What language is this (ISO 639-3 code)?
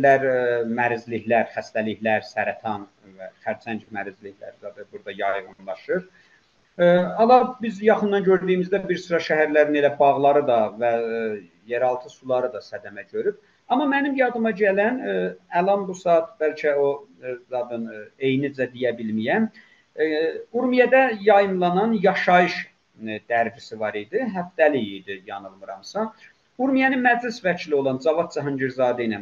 azb